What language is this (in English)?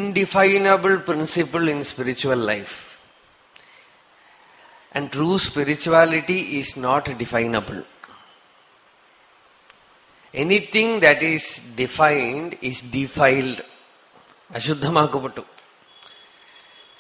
Malayalam